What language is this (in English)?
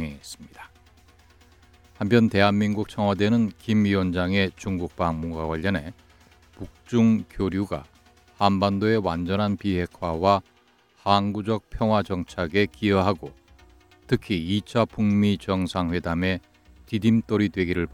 Korean